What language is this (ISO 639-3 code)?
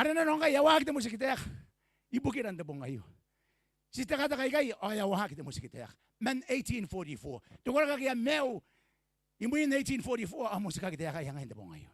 gil